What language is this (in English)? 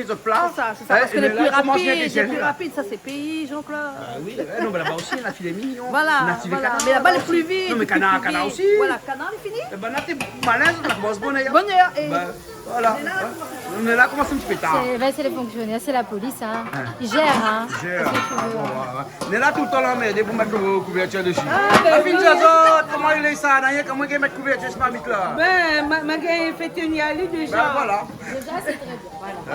Réunion Creole French